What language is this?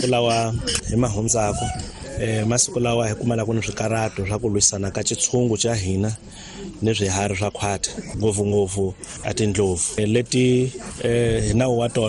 Tsonga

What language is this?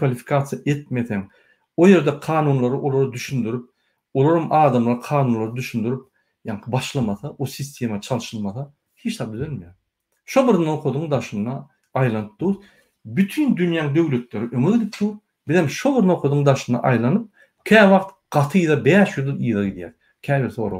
Turkmen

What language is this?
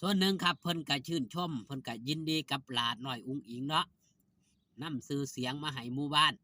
Northeastern Thai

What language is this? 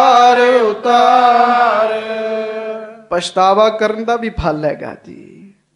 Punjabi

